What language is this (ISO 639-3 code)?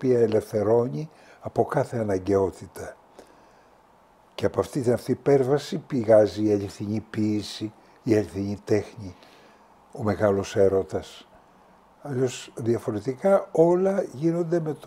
ell